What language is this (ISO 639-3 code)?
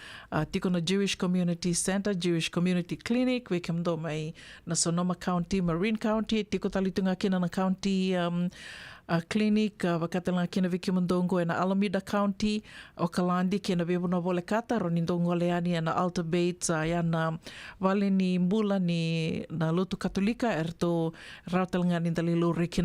fij